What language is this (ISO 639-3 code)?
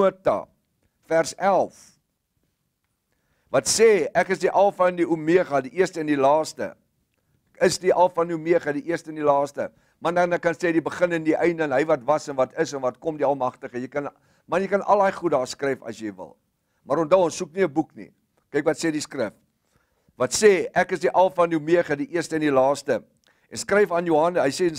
afr